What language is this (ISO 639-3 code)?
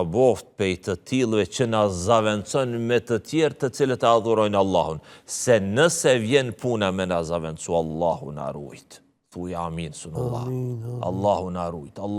sqi